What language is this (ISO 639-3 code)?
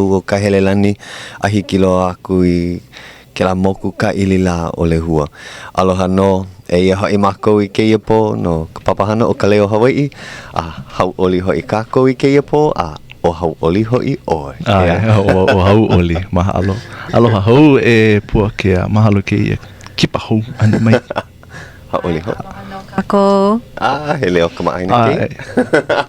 haw